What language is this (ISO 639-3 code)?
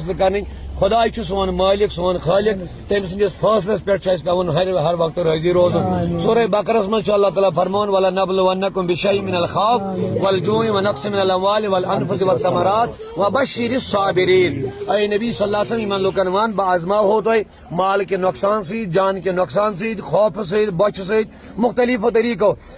kas